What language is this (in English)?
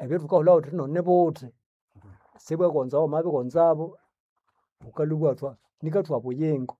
Nande